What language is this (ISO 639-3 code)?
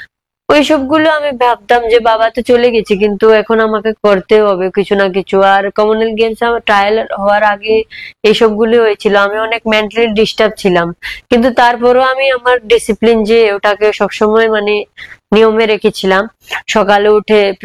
ben